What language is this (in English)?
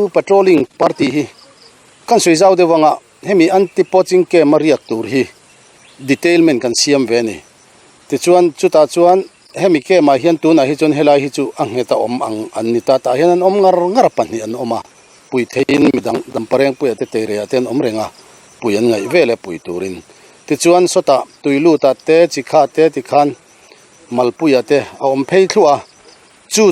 Mizo